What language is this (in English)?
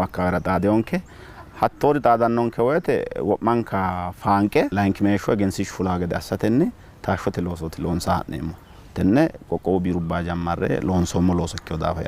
Sidamo